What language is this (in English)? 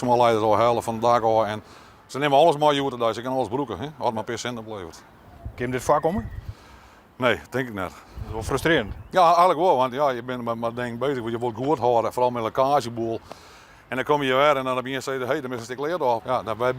Western Frisian